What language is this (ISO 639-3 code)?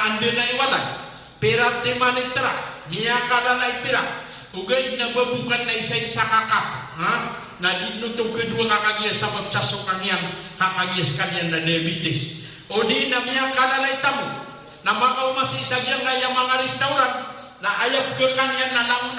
mrw